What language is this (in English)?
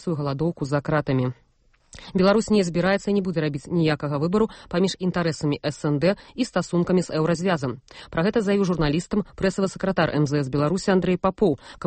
Belarusian